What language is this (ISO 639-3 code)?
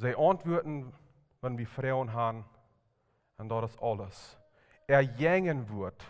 pdt